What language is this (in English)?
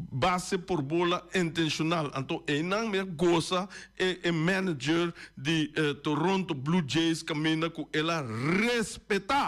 Papiamento